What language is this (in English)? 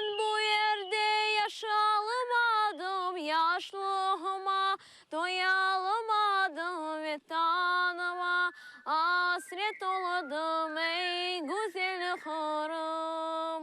Crimean Tatar